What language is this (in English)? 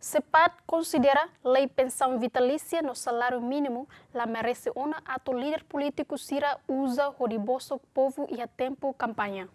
Tetum